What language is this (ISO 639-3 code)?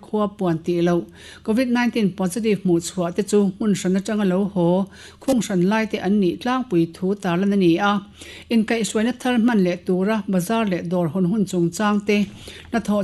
lus